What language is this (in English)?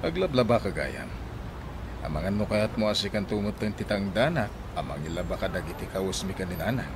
Iloko